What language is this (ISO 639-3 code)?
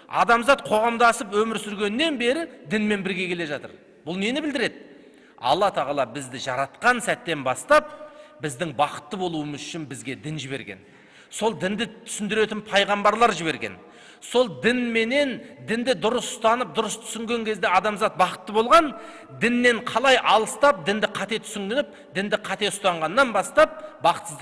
kaz